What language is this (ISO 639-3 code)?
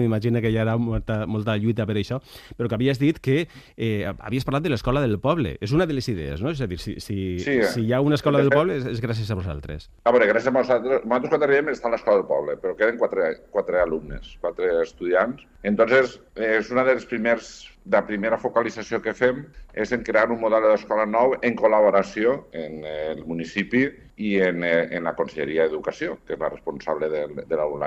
cat